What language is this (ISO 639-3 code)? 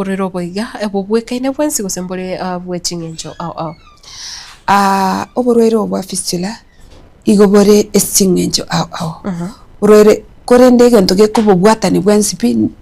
guz